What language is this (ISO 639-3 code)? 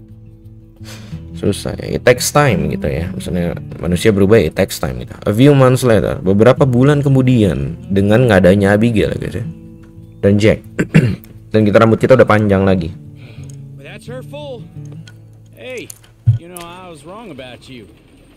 ind